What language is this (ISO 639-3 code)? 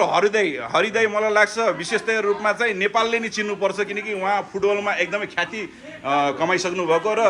nep